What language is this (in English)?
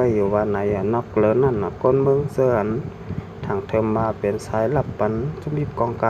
Shan